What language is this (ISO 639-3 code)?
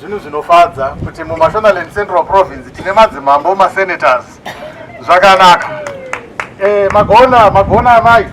sna